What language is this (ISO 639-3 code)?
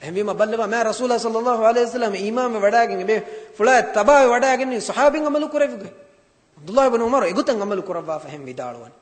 div